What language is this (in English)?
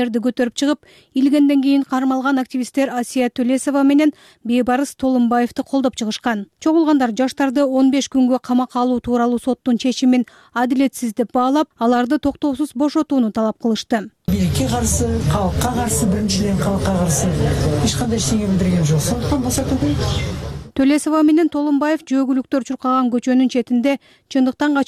Kyrgyz